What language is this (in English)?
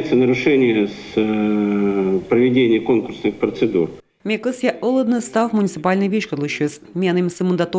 Komi